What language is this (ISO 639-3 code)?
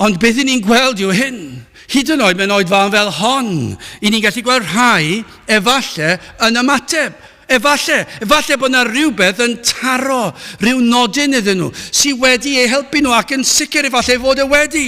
cym